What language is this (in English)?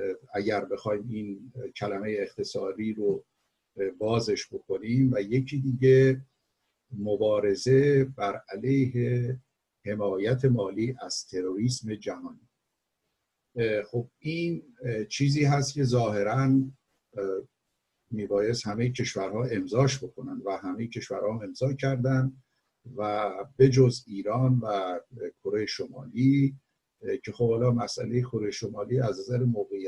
Persian